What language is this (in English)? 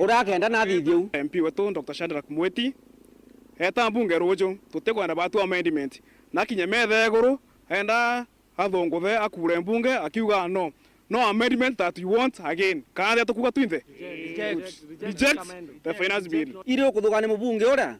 Meru